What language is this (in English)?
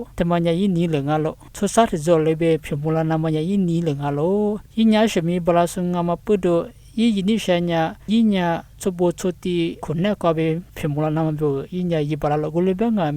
Lisu